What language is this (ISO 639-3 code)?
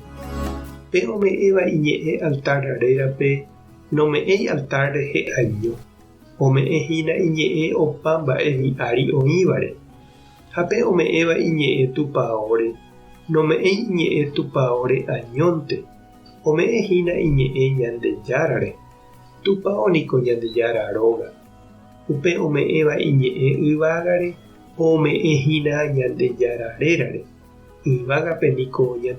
grn